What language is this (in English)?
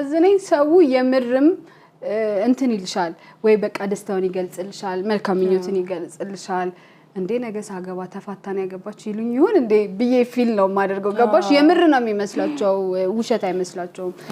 Amharic